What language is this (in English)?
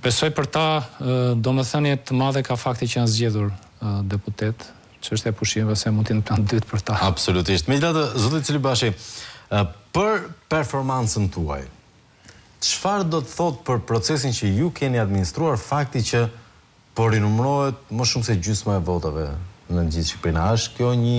Albanian